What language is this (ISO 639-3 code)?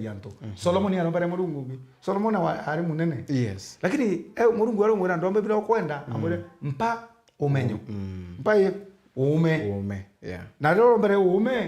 mer